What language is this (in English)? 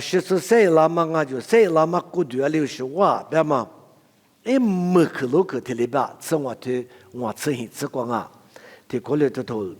Lisu